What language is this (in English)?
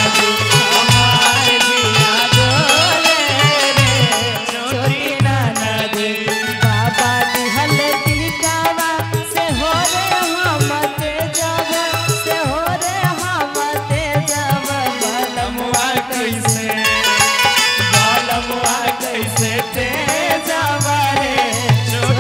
Bhojpuri